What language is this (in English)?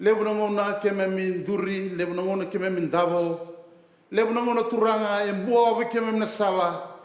Fijian